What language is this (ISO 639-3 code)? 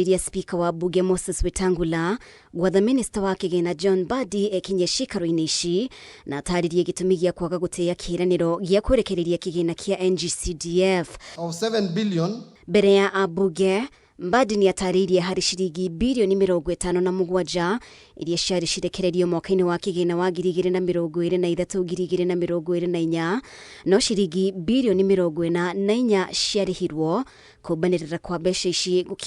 kik